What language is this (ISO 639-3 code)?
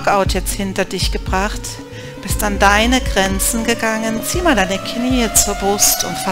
deu